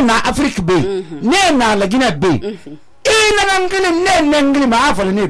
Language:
Susu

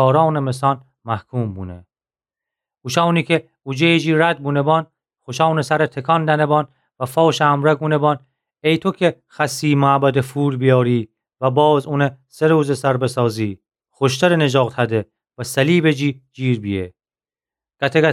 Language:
Gilaki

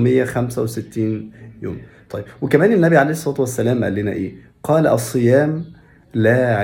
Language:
Egyptian Arabic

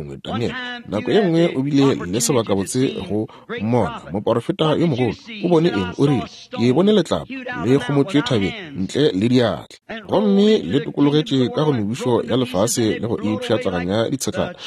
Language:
Northern Sotho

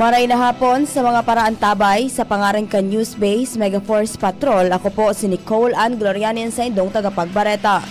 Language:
Bikol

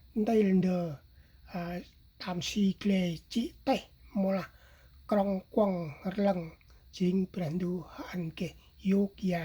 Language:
Central Mnong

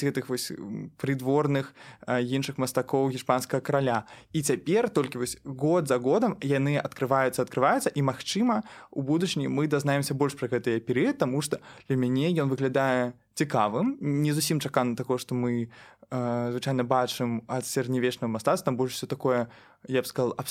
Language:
Belarusian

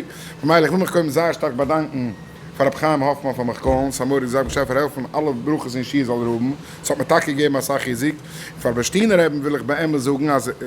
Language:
Yiddish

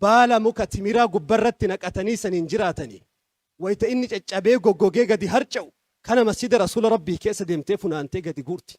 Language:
Oromo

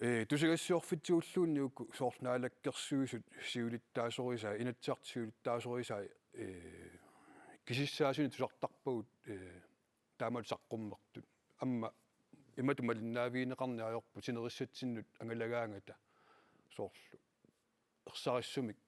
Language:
Kalaallisut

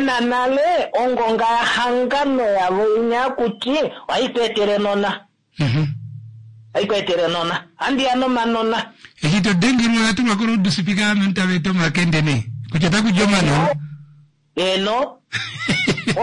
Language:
Kuanyama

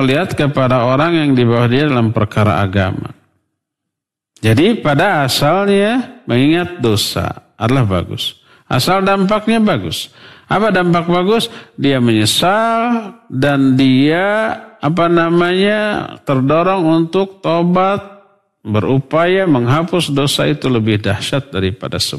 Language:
Indonesian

